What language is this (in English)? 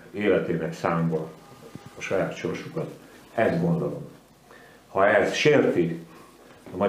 Hungarian